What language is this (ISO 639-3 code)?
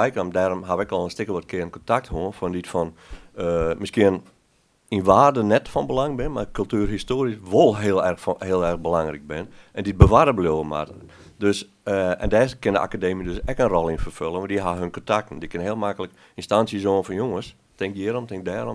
fry